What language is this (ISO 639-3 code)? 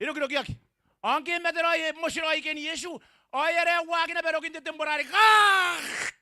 gil